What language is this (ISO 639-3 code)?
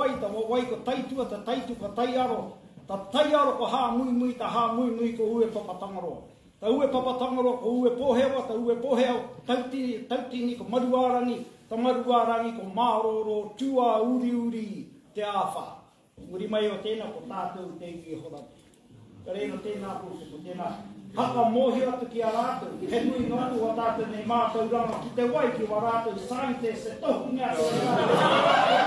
mri